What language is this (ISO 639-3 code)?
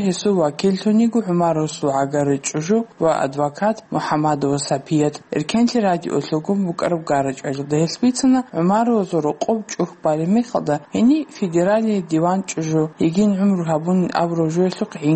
ava